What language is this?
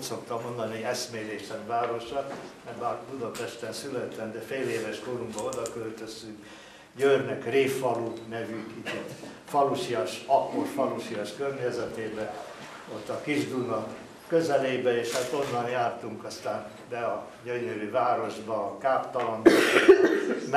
Hungarian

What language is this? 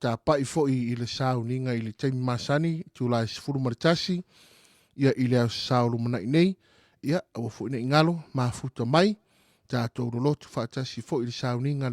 Samoan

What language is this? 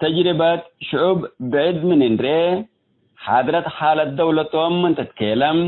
Tigre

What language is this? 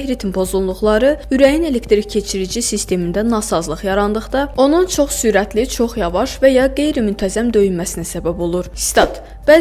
Azerbaijani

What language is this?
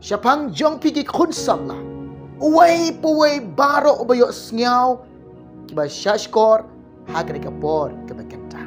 Khasi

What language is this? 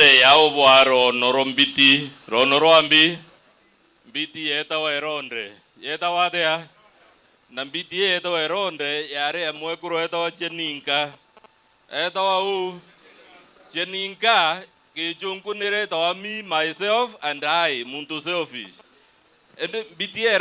Meru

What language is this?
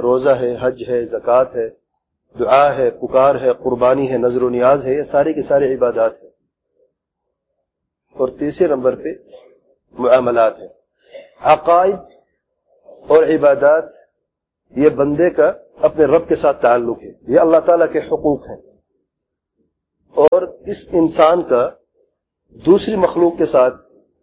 Urdu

